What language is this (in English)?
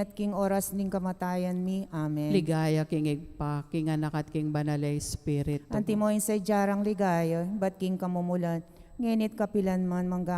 Pampanga